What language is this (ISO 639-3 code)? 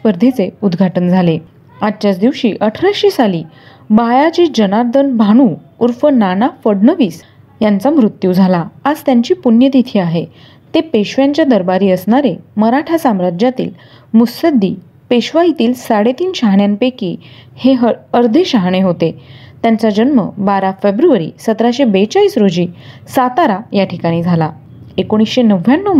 mar